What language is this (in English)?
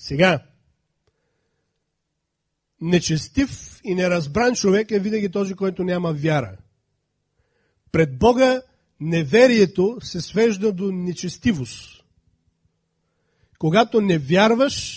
Bulgarian